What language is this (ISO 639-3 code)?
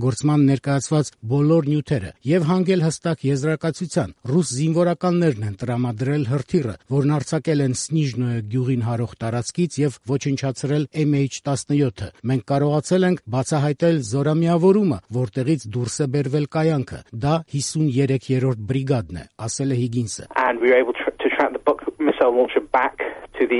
hye